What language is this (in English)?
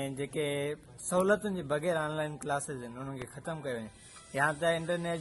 Sindhi